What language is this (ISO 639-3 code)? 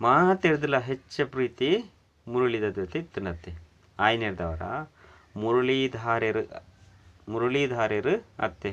tcy